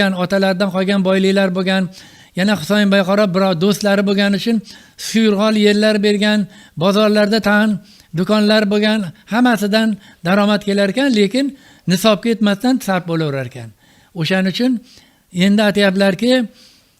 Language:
Uzbek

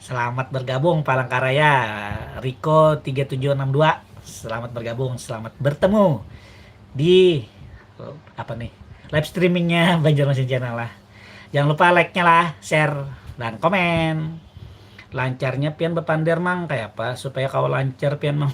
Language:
Banjar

